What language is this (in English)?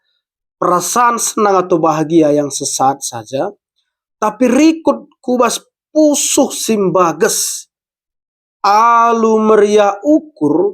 Batak Karo